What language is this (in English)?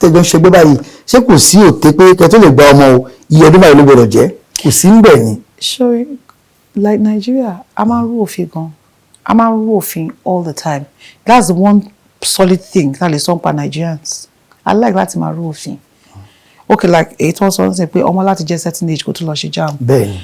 Yoruba